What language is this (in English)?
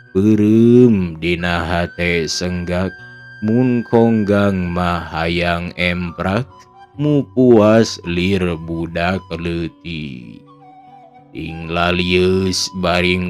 Sundanese